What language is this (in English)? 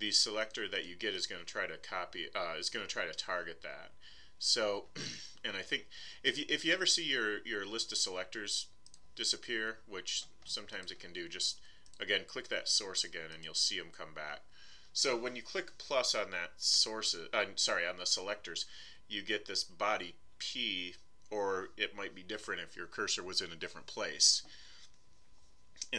English